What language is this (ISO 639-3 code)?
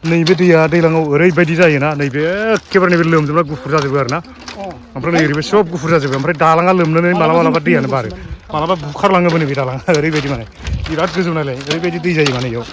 brx